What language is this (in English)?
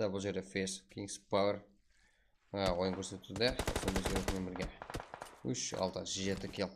Kara-Kalpak